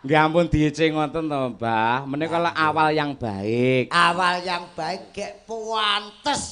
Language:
Javanese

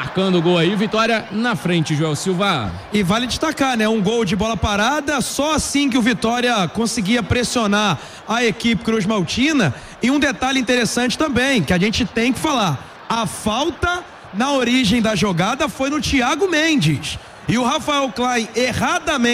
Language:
Portuguese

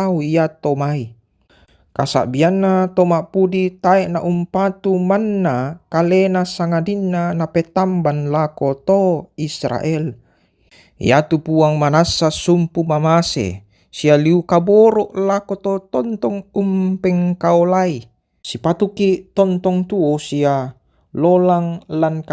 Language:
Toraja-Sa'dan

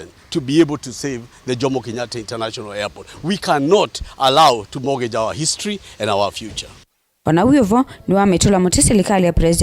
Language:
Kamba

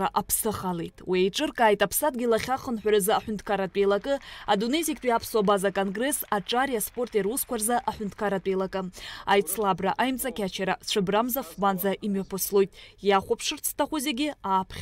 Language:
Abkhazian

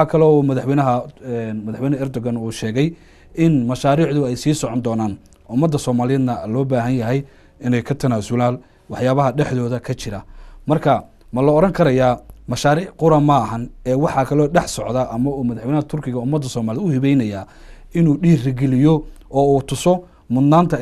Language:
Somali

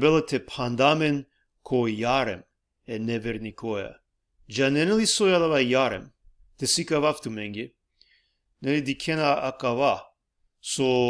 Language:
Balkan Romani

